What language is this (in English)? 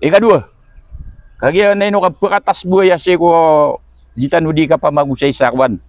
Maranao